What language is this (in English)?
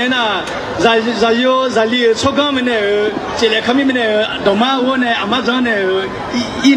Akha